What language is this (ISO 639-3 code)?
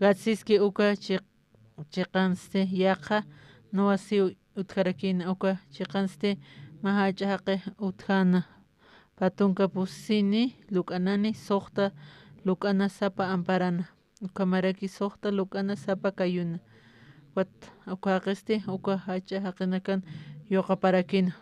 aym